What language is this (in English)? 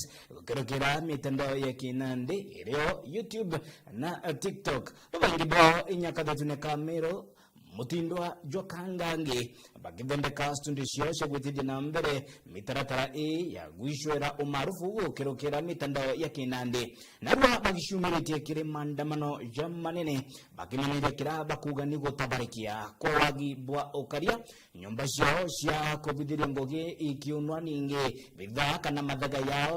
Meru